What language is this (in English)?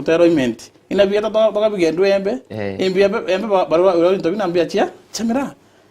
Meru